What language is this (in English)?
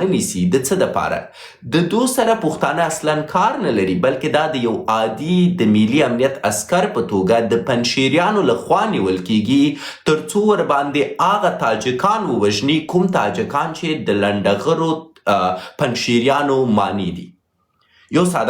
Pashto